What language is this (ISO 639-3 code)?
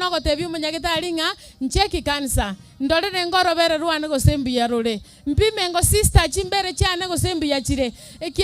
guz